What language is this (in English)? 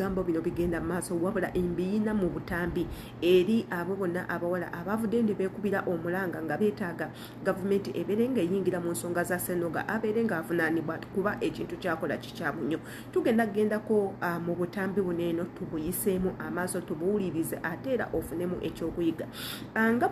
Ganda